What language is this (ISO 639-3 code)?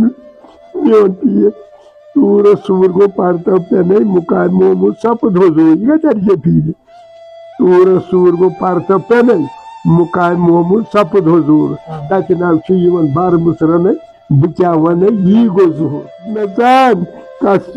kas